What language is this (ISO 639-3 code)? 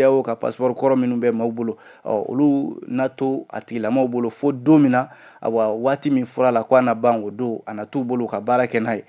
bam